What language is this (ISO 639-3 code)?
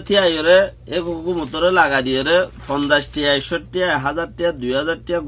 rhg